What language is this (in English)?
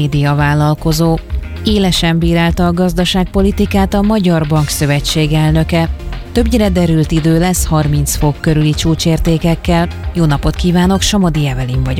Hungarian